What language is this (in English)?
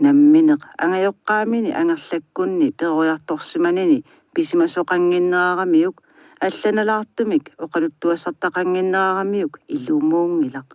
Kalaallisut